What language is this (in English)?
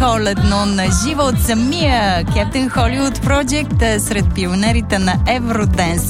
Bulgarian